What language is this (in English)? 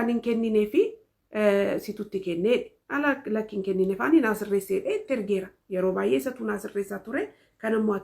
Oromo